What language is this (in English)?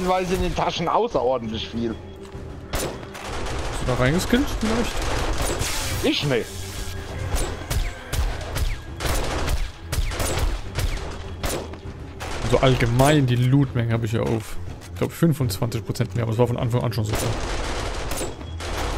German